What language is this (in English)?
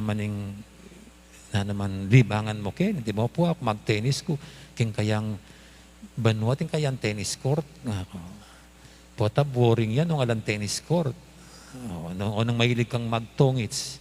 Pampanga